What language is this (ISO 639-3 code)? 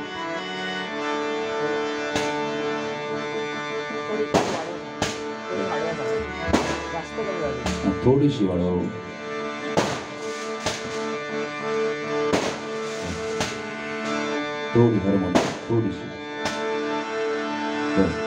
mar